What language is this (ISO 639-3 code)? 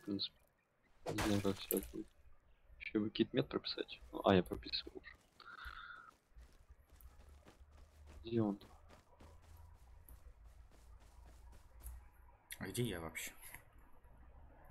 rus